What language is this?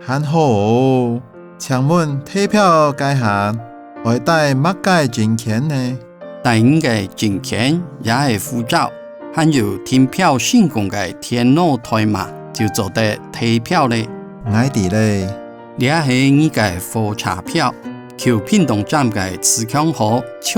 Hakka Chinese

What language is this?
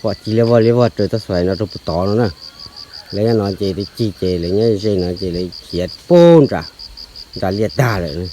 Hmong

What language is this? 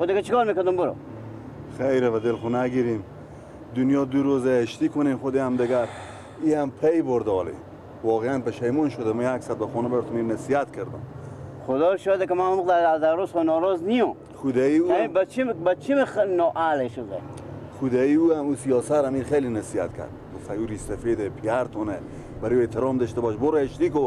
Persian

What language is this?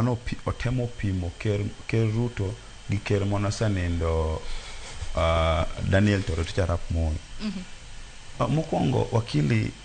Luo (Kenya and Tanzania)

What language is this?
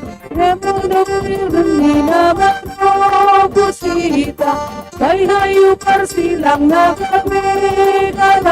Batak Simalungun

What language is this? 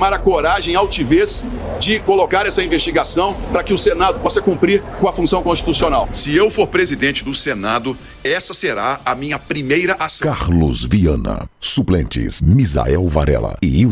Portuguese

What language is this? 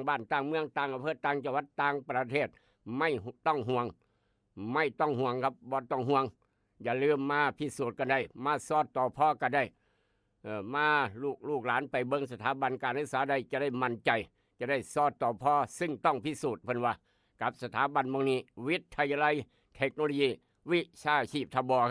Northeastern Thai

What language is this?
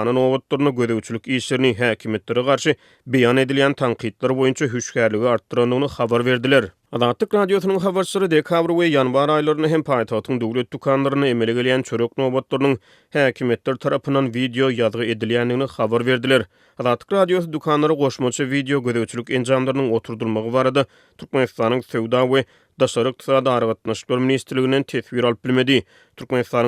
Turkmen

